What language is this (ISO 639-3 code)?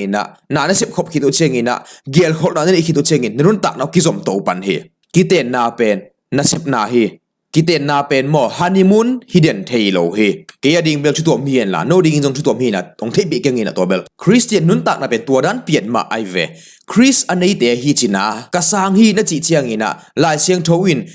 ctd